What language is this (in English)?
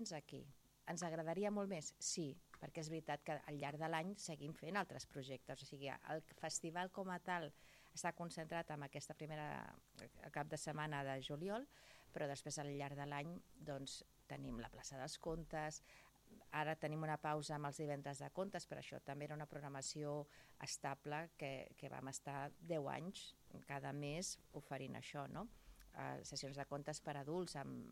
Catalan